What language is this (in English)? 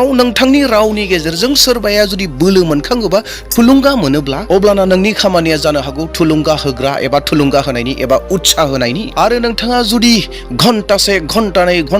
Bodo